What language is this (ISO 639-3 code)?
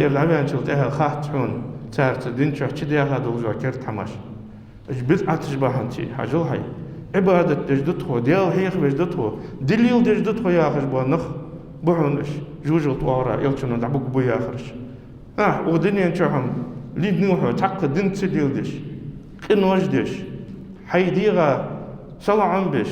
inh